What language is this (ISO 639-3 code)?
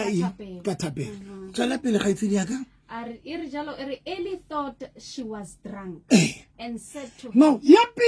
sot